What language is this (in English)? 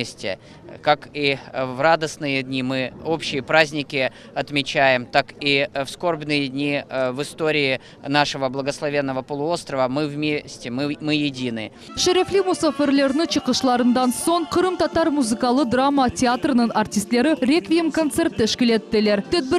Crimean Tatar